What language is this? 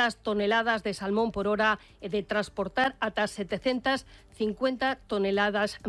Galician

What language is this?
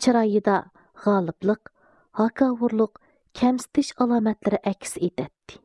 Uyghur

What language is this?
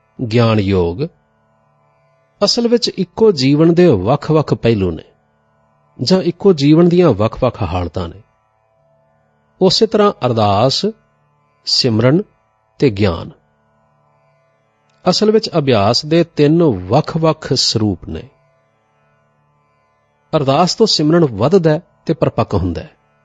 Punjabi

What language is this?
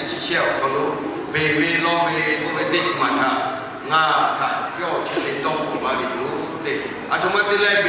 Lahu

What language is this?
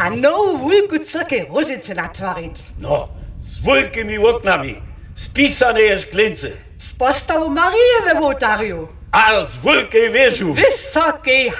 Upper Sorbian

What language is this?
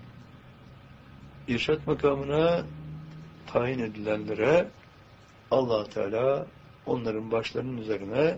Turkish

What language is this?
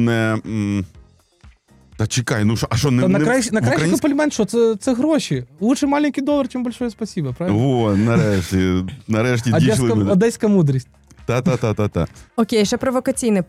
Ukrainian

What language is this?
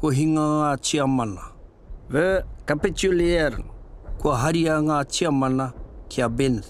Māori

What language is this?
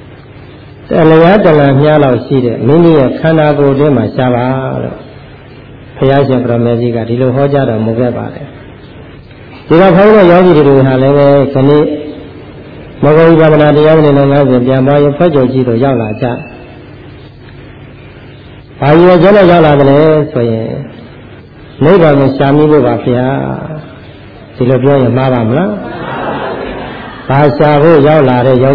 Burmese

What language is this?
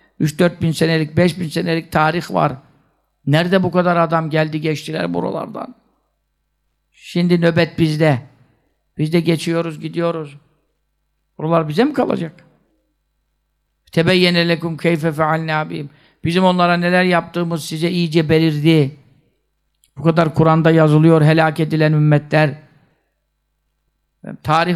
Turkish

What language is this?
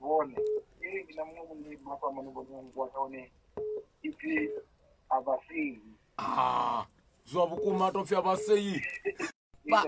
Venda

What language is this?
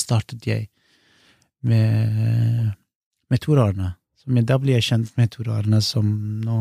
Norwegian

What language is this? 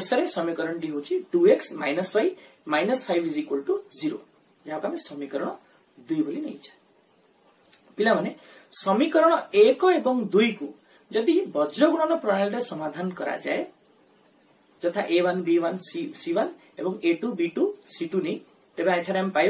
Odia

